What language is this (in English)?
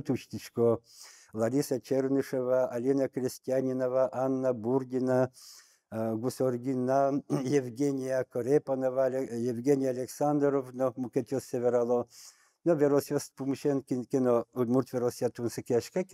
Udmurt